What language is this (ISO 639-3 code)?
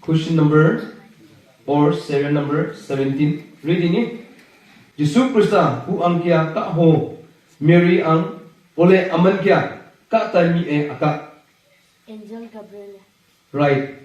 nnp